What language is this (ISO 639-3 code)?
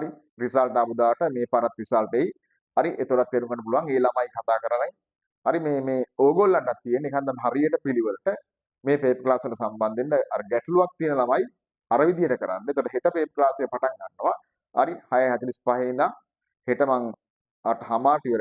sin